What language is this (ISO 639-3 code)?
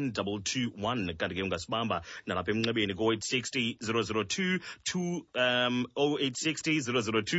xho